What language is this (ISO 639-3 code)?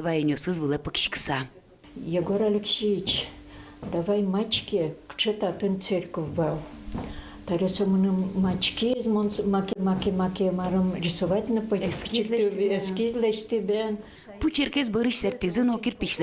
udm